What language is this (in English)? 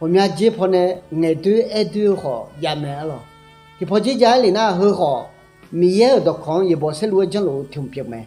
Akha